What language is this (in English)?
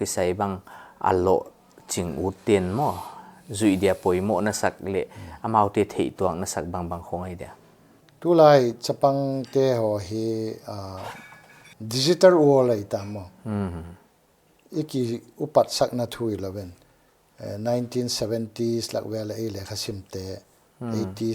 Paite Chin